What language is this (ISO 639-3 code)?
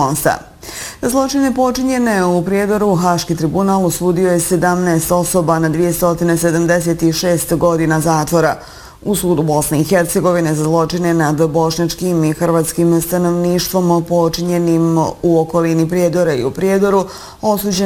bos